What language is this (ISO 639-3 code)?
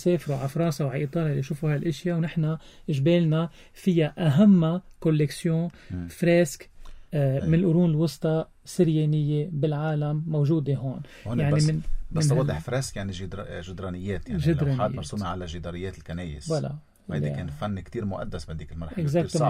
apc